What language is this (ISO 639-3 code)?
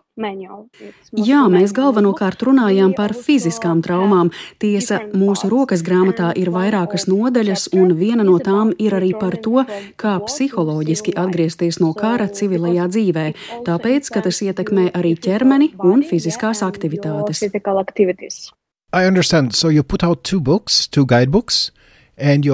lav